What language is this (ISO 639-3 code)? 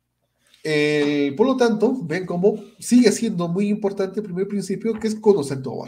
spa